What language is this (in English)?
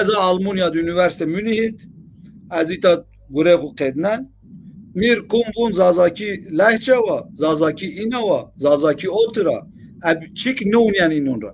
Zaza